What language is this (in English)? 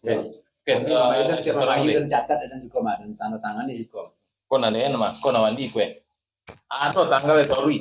Minangkabau